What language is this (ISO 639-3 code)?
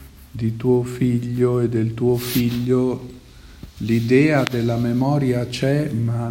ita